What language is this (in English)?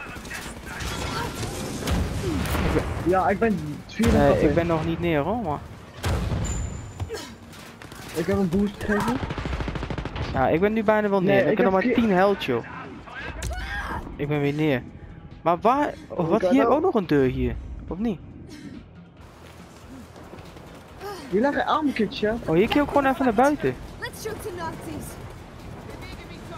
Dutch